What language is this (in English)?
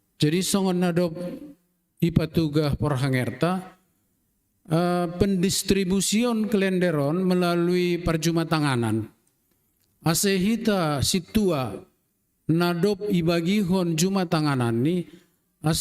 Batak Simalungun